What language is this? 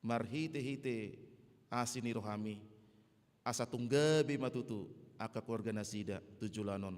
Batak Toba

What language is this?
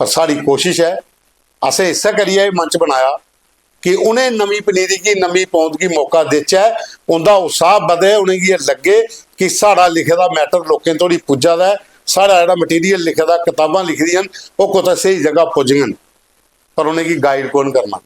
Dogri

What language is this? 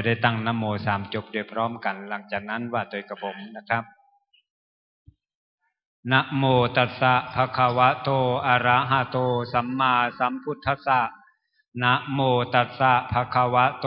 Thai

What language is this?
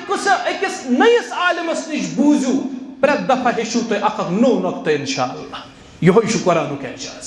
Kashmiri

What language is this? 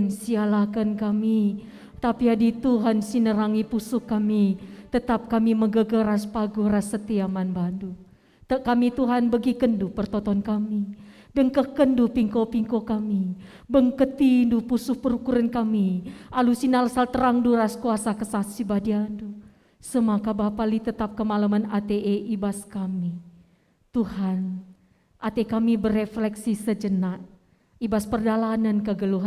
Batak Karo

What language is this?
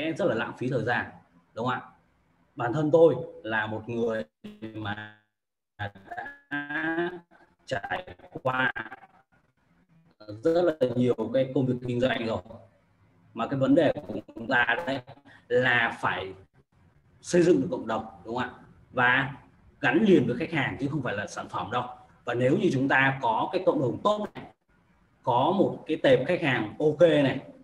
Vietnamese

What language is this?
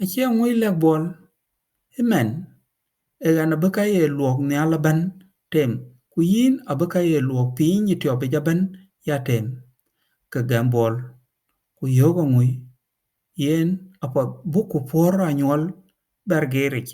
Dinka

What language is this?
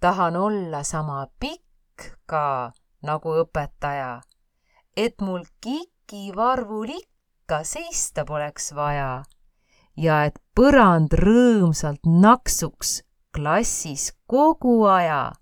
Estonian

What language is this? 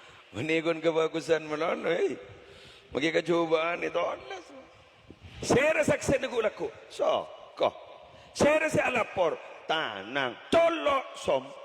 Madurese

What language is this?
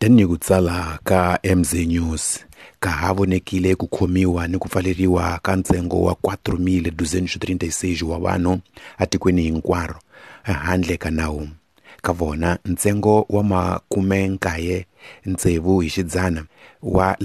Tsonga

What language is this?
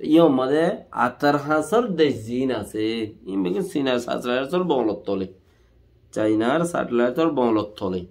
Rohingya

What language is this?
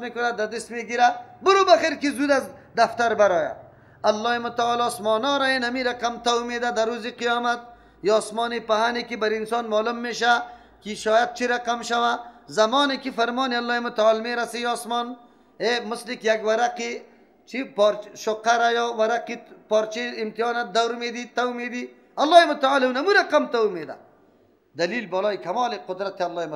Persian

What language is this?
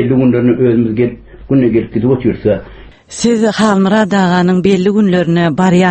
Turkmen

